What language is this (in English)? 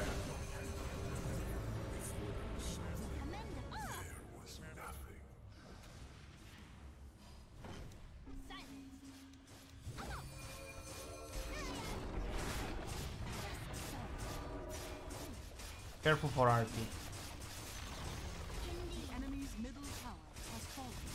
English